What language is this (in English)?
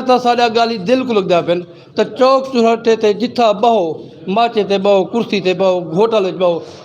Saraiki